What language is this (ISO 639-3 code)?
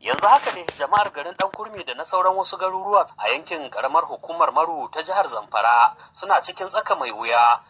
hau